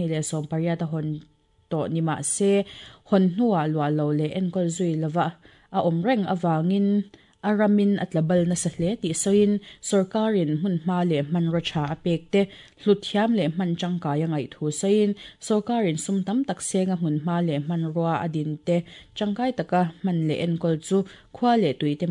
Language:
Mizo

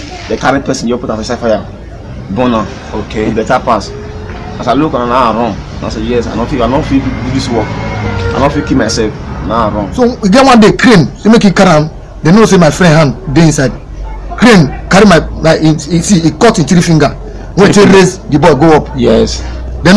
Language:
Nigerian Pidgin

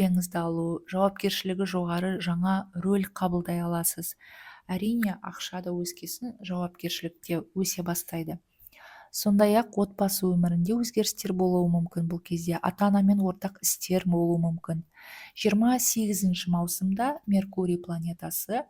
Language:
Kazakh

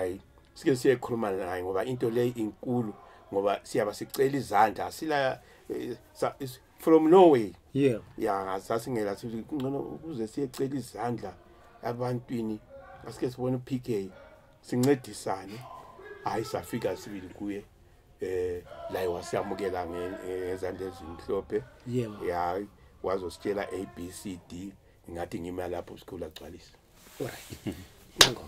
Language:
Zulu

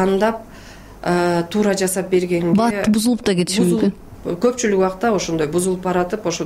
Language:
Kyrgyz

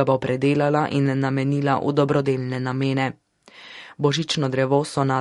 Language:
Slovenian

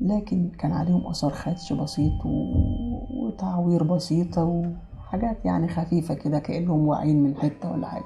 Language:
Egyptian Arabic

